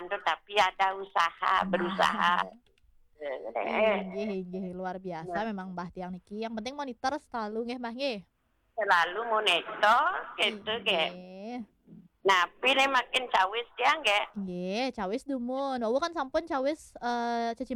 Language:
Balinese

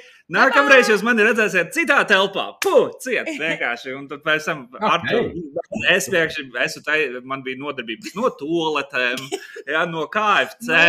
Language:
Latvian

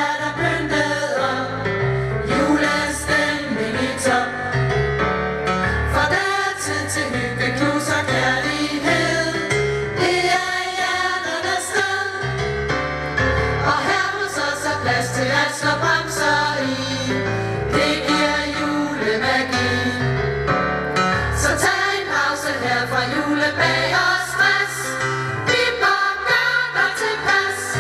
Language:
Danish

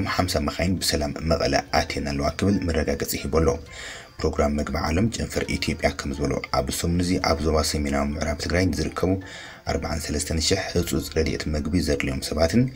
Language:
Tigrinya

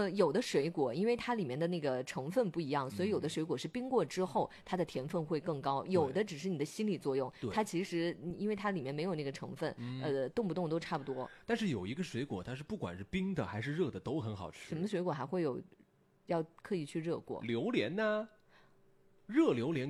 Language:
Chinese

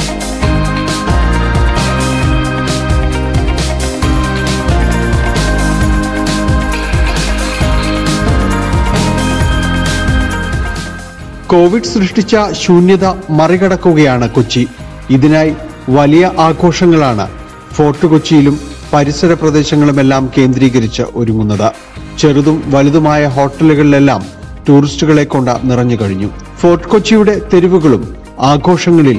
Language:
Malayalam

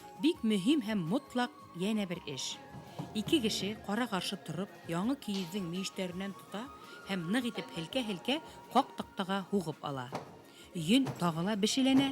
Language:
Bashkir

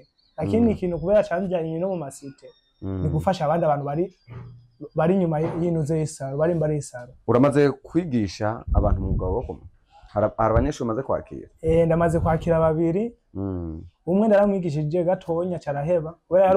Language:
Rundi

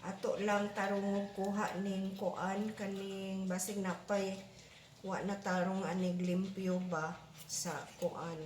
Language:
Cebuano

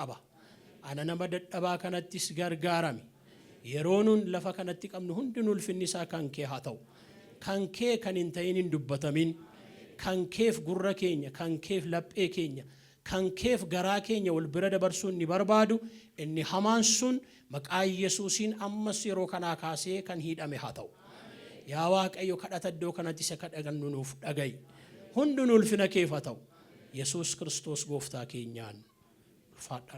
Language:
Oromo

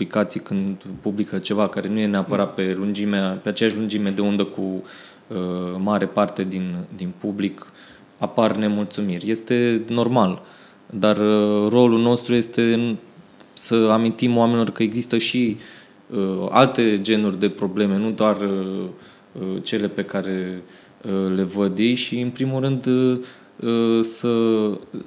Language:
Romanian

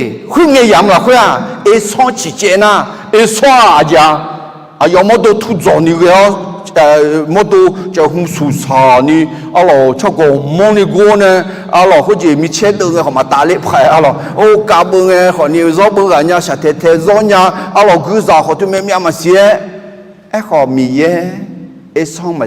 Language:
Akha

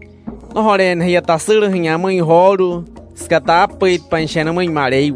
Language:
Wayuu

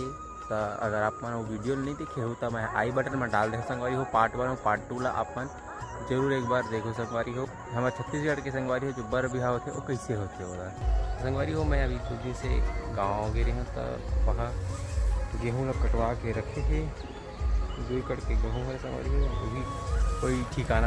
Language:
Chhattisgarhi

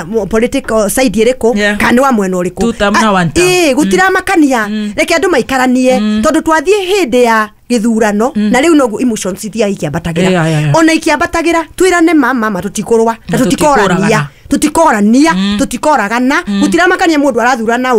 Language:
Kikuyu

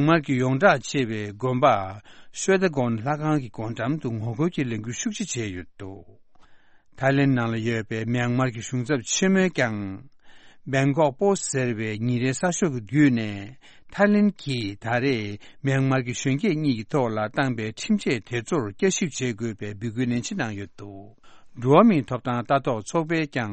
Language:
Tibetan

